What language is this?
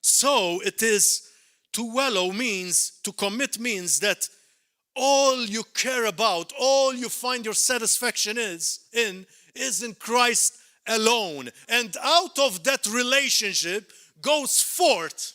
English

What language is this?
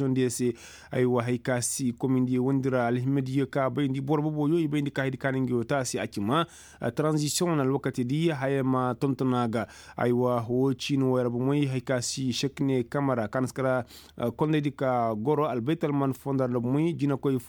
Koyraboro Senni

